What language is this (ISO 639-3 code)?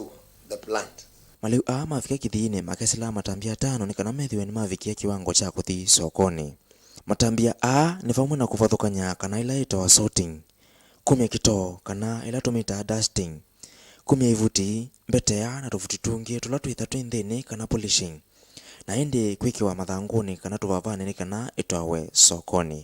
kam